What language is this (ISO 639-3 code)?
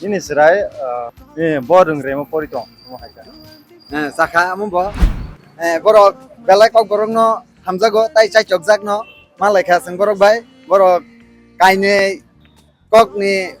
trp